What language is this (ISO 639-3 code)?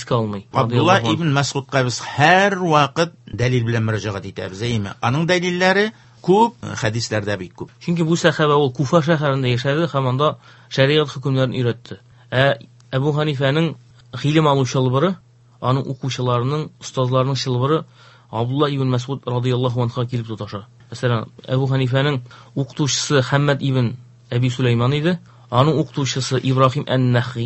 tat